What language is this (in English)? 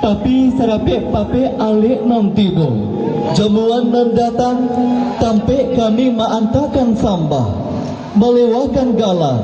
Minangkabau